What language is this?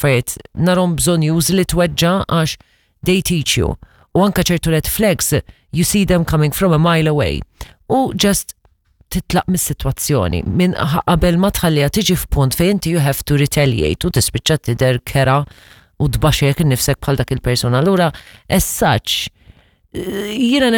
Maltese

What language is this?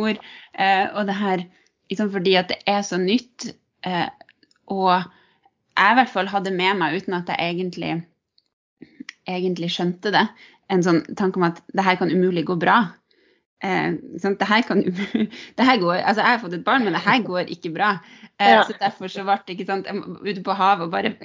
Norwegian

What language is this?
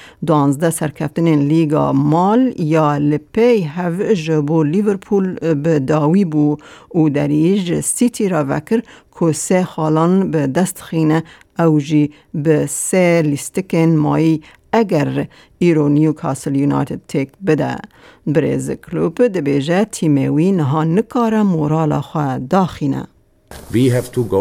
Kurdish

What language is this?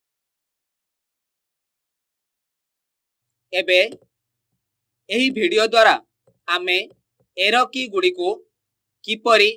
Odia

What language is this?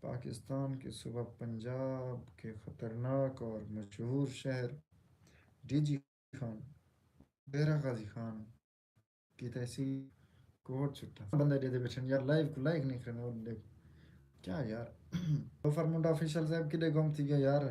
Saraiki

